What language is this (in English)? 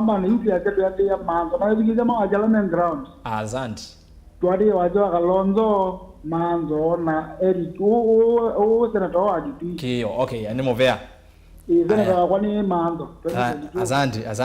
Kamba